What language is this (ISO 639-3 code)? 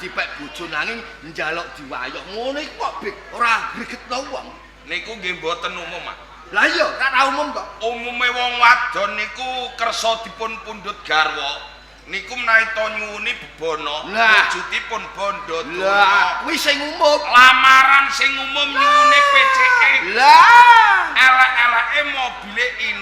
jav